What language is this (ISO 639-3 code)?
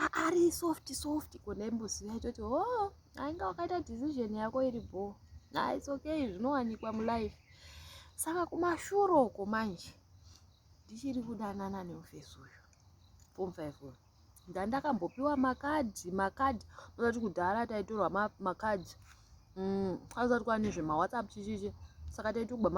sna